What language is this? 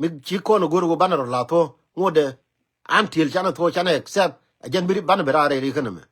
Nuer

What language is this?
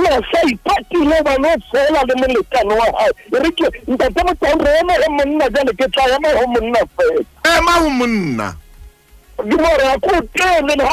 Southern Sotho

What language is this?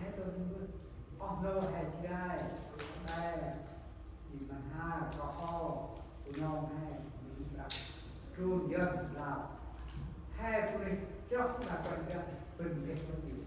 Central Mnong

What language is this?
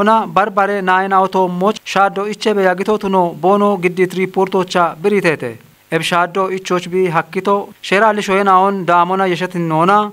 Kafa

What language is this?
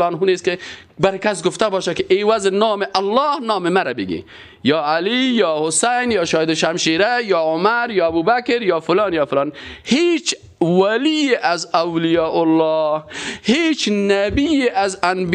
Persian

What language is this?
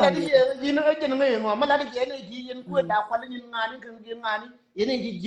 Nuer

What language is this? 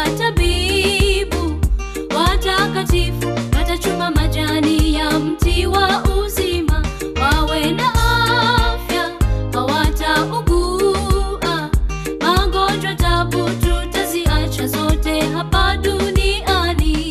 Swahili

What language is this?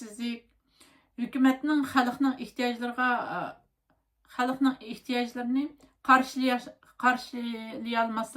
Uyghur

